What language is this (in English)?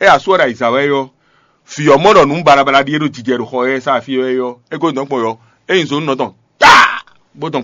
Fon